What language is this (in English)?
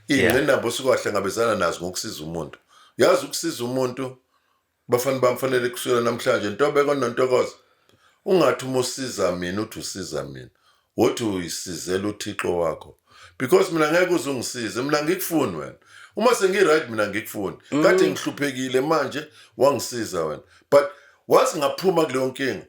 Zulu